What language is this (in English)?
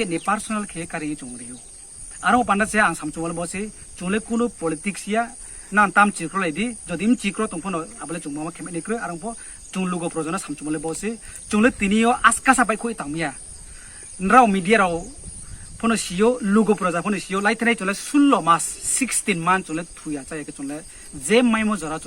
Riang (India)